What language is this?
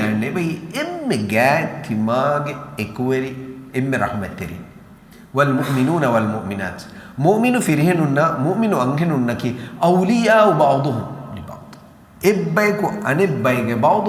Divehi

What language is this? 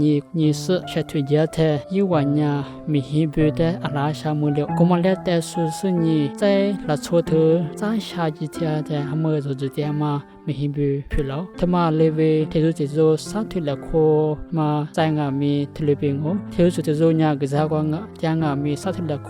Lisu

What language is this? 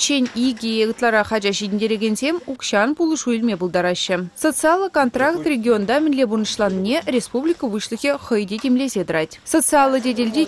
Chuvash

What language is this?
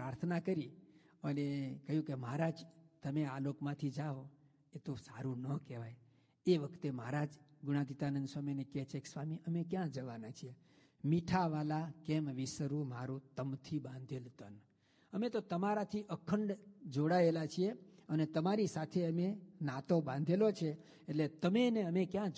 Gujarati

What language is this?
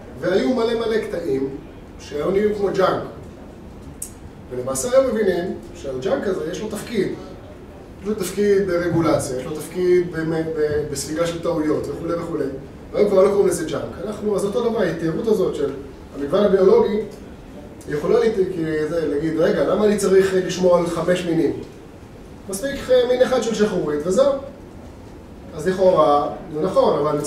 Hebrew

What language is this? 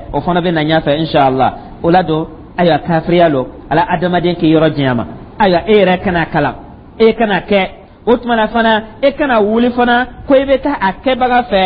Dyula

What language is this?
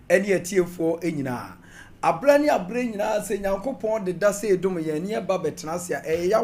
Akan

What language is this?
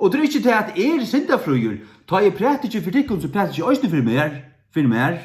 Faroese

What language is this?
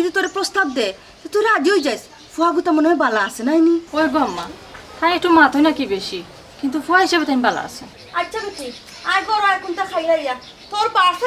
Sylheti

